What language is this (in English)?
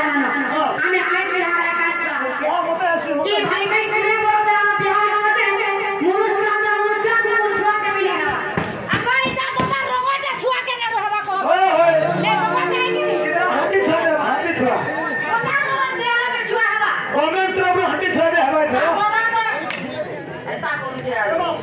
Bhojpuri